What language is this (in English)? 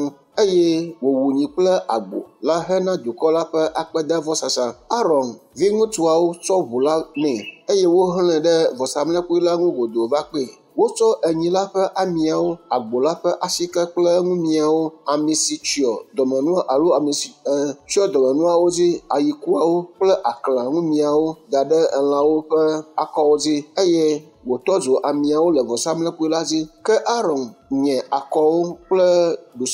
Ewe